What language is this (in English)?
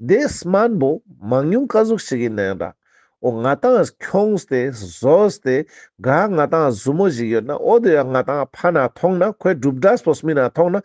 Ladakhi